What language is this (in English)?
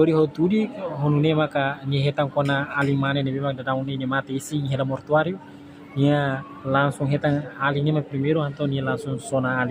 Tetum